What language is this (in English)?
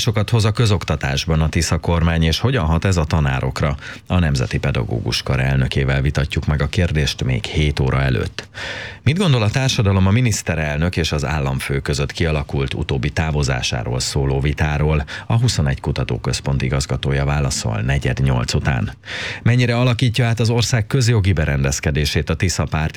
Hungarian